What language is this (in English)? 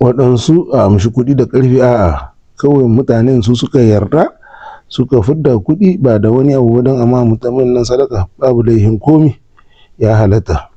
Hausa